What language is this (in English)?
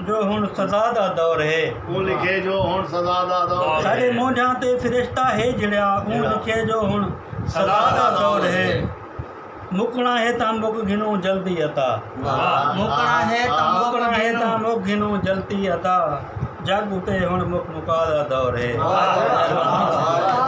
Saraiki